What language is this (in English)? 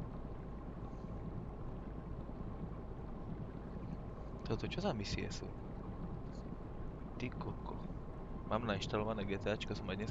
Slovak